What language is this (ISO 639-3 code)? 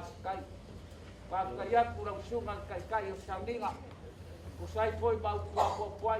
smo